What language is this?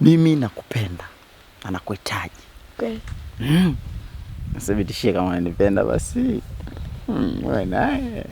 Swahili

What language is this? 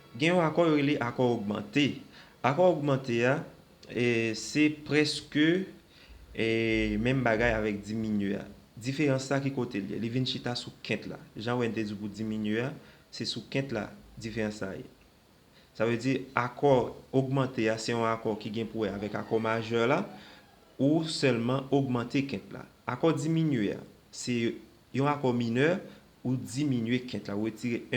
Haitian Creole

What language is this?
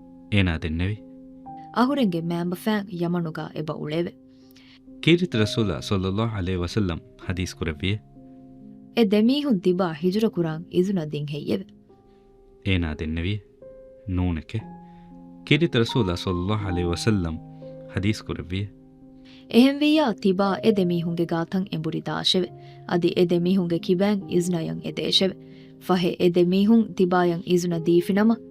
Divehi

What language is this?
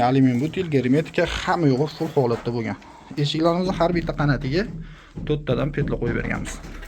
Uzbek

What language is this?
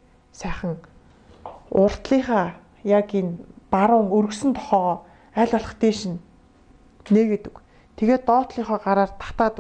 Mongolian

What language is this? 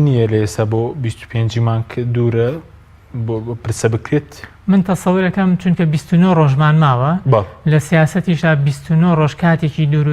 Central Kurdish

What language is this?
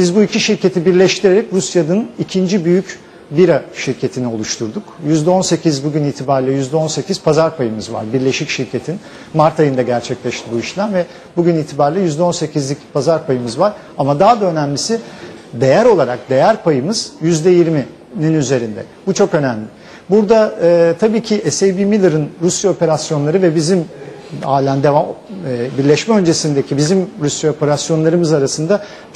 Turkish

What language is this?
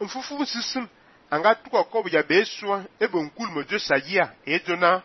Fang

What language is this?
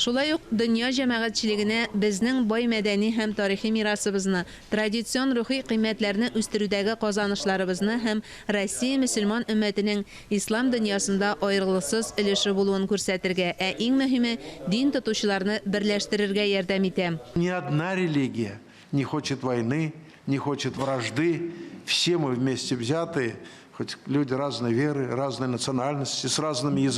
Tatar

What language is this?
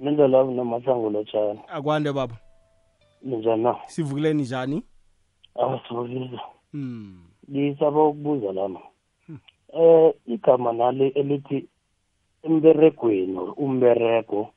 South Ndebele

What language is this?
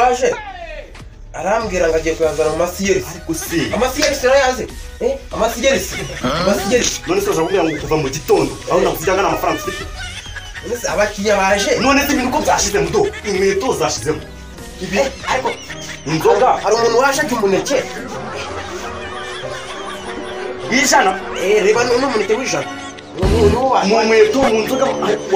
Kinyarwanda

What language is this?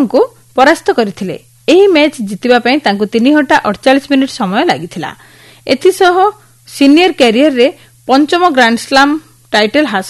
Odia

